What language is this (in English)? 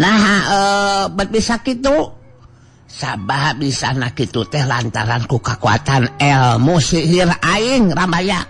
Sundanese